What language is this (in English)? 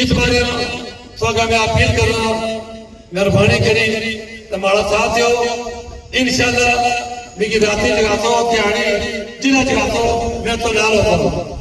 Pahari-Potwari